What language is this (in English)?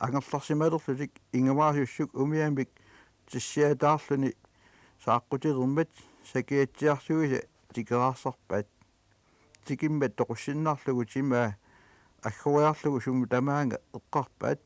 Kalaallisut